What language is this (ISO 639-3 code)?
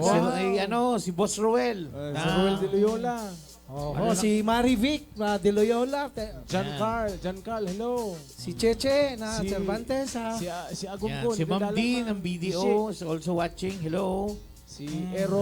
bik